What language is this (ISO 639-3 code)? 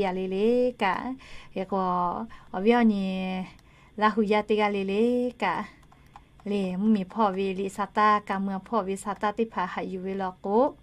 lhu